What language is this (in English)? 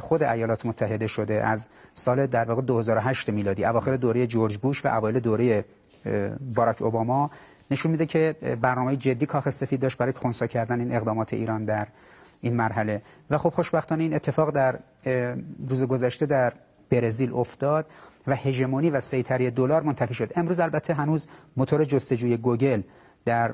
Persian